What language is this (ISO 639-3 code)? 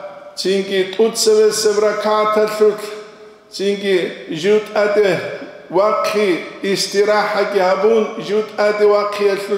ava